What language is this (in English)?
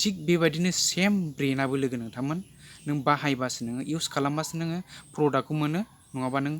Bodo